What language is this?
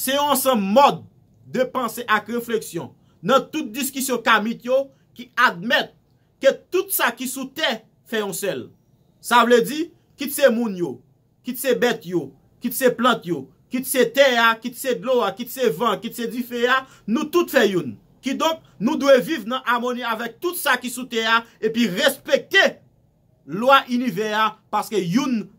Haitian Creole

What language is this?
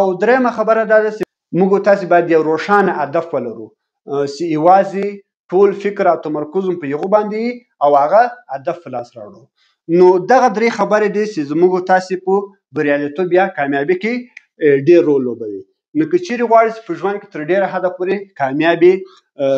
Pashto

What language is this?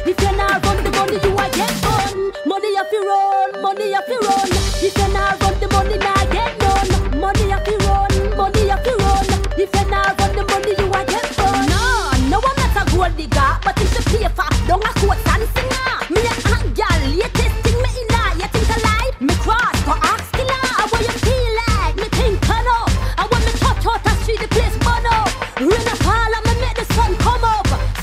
Jamaican Creole English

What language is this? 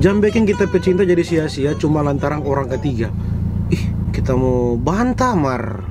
Manado Malay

